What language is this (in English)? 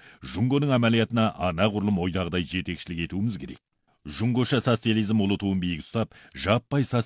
Kazakh